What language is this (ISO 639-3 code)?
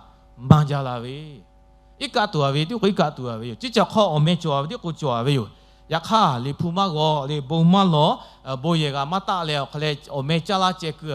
lhu